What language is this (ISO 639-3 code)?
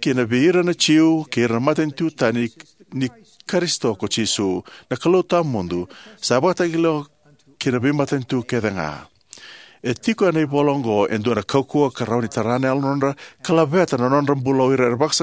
fij